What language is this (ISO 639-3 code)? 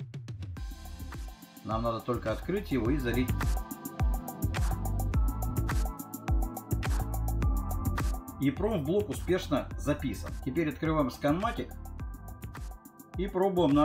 rus